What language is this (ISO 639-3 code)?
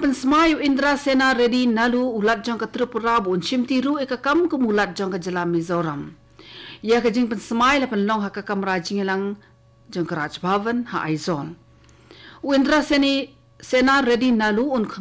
kha